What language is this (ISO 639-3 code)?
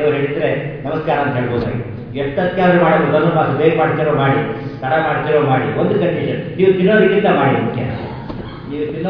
kan